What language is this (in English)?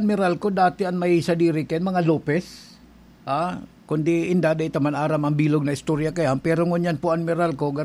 Bikol